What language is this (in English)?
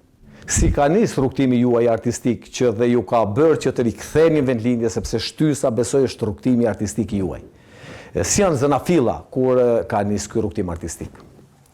Albanian